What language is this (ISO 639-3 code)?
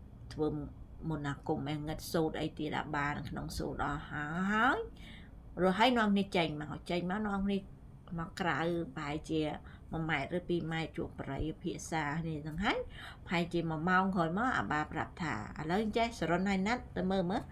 khm